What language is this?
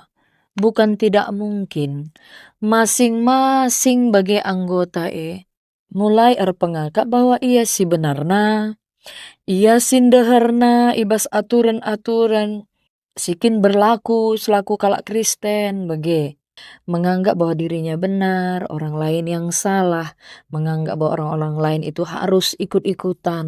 Batak Karo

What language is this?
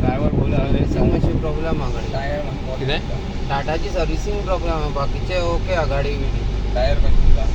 Konkani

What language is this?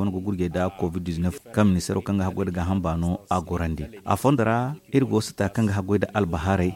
Zarma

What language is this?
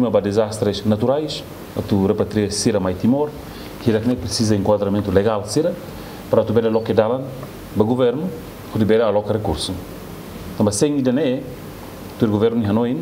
Tetum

